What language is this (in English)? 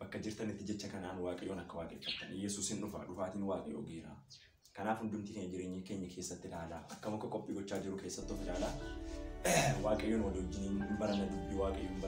Oromo